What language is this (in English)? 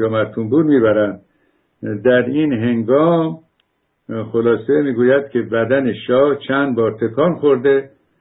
Persian